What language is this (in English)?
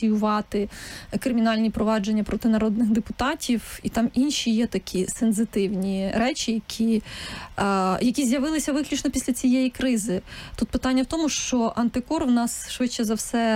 Ukrainian